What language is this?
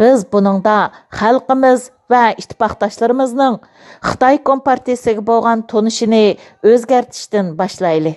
Uyghur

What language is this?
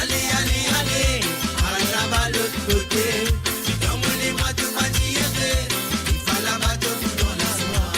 Morisyen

